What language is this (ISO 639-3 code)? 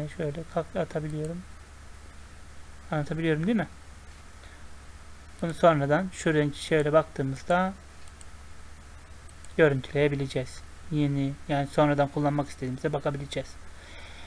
tur